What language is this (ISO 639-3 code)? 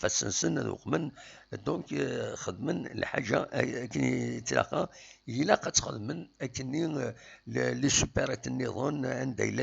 kab